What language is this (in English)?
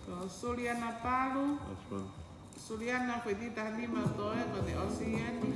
Tongan